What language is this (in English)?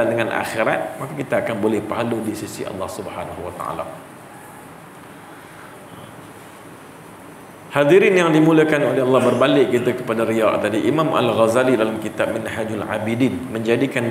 Malay